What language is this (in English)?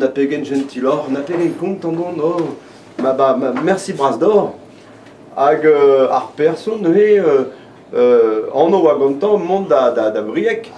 Breton